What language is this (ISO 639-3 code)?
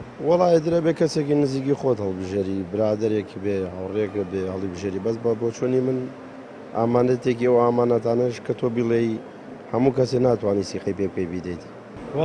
ckb